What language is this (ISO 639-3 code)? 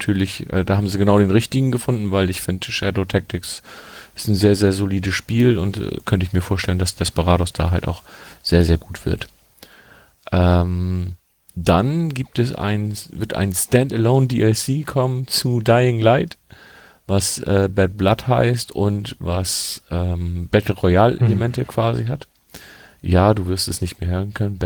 deu